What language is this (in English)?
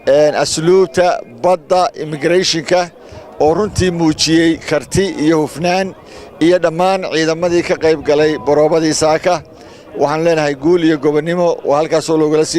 Somali